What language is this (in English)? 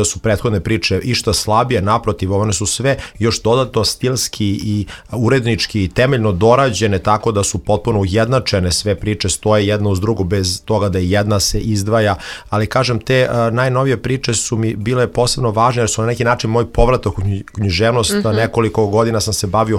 Serbian